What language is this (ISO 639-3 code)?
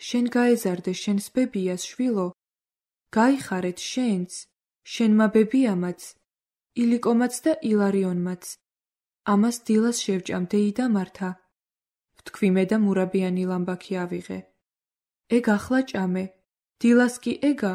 kat